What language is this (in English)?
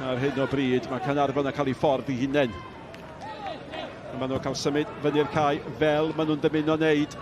Welsh